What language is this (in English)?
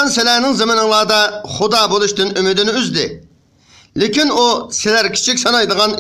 Uyghur